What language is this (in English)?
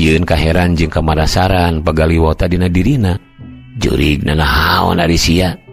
Sundanese